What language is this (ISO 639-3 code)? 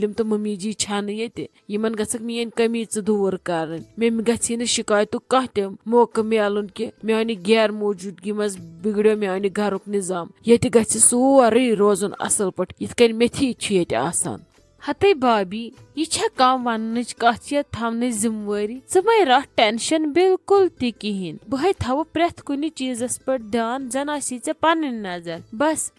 kas